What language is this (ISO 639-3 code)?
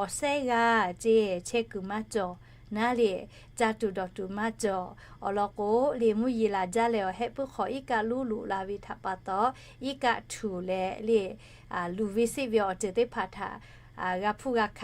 lhu